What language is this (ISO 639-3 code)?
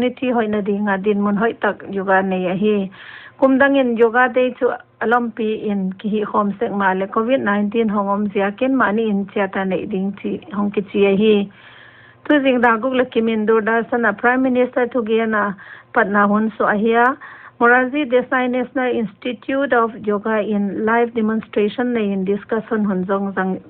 pck